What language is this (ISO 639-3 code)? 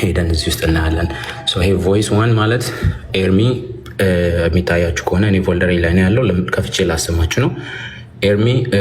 amh